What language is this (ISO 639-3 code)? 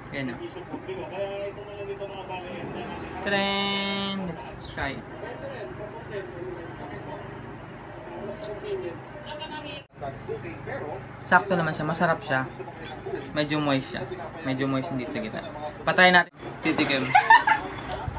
fil